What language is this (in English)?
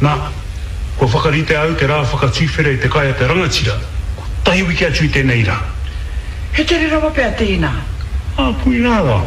Māori